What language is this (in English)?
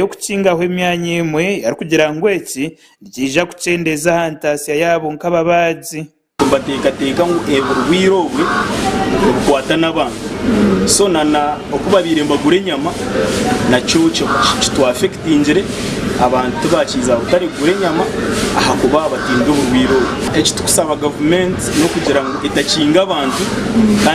Nyankole